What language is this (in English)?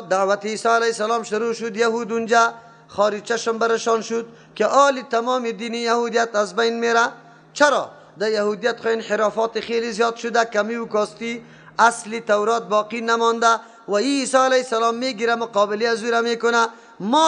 Persian